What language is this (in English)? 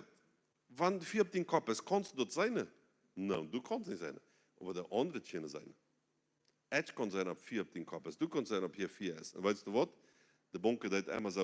Plautdietsch